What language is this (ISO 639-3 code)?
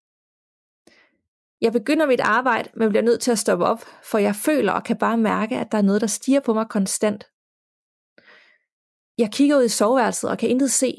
dan